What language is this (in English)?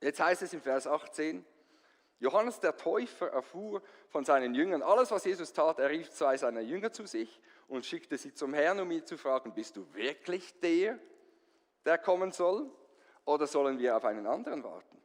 Swiss German